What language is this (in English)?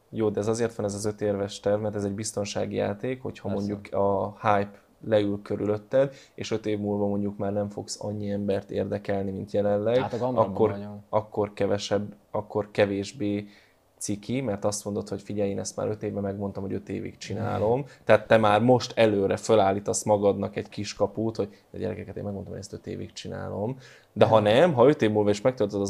Hungarian